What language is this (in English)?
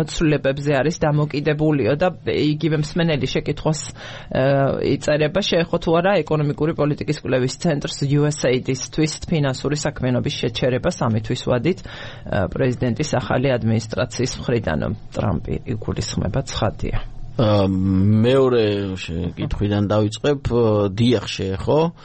Georgian